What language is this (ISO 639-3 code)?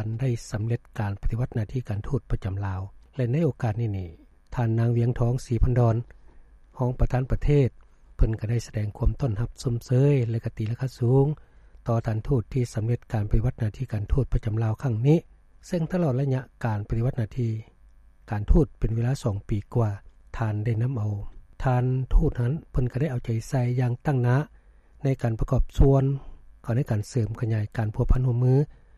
lao